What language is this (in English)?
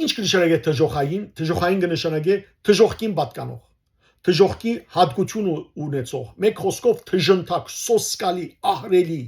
Western Armenian